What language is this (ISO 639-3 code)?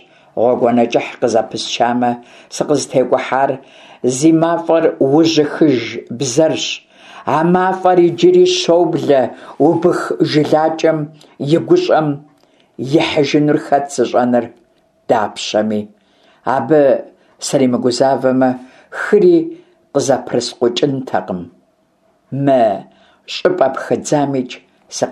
kbd